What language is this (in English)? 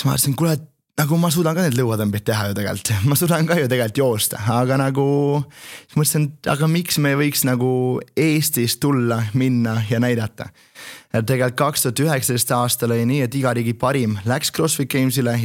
Estonian